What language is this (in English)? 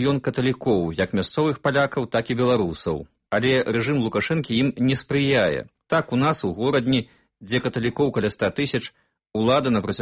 Belarusian